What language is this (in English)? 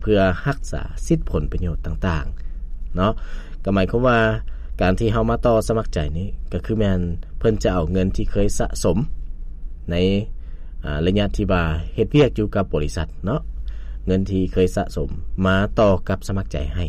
Lao